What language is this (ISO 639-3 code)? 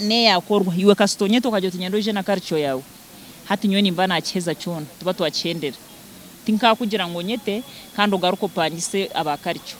nyn